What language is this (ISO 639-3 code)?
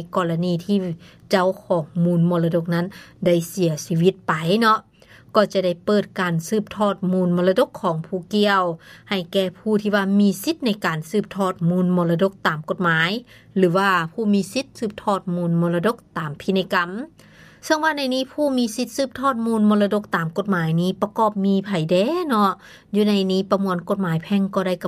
lao